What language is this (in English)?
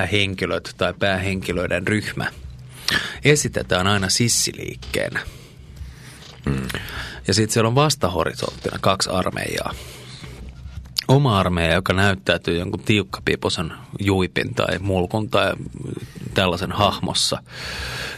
Finnish